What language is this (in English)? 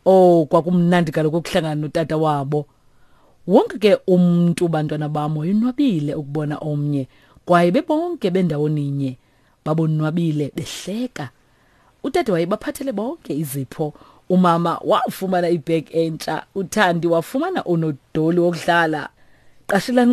Xhosa